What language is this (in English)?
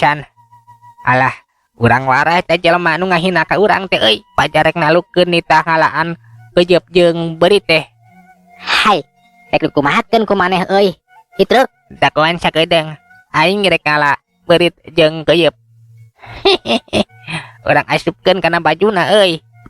Sundanese